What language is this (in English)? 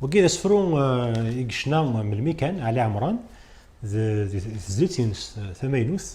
Kabyle